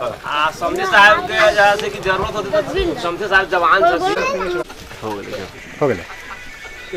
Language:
Maithili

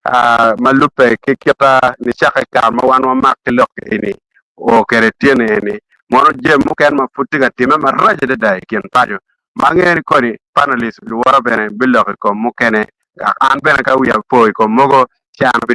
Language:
Acoli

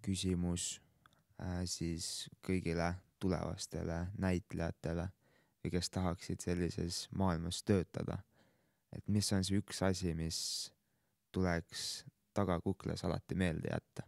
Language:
Estonian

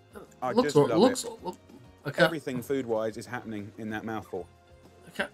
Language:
English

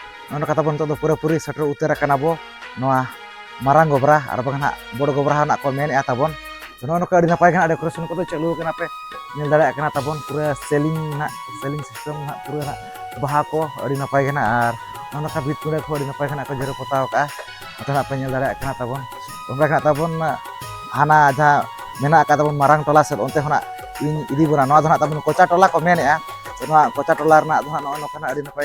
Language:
Santali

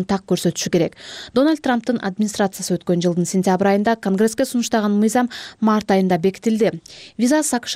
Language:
Kyrgyz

